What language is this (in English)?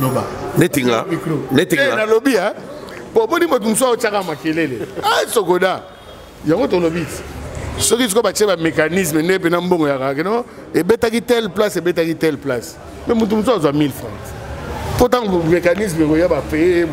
Lingala